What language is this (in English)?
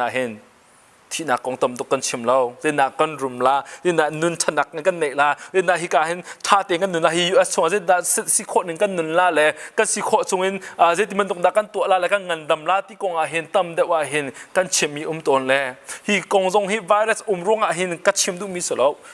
Hakha Chin